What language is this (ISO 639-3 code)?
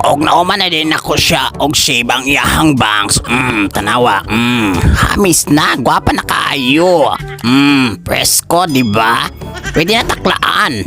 ceb